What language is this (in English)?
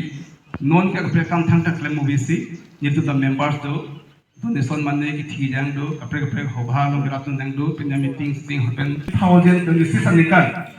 Karbi